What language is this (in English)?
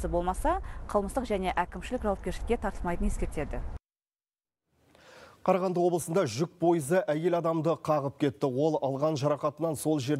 Kazakh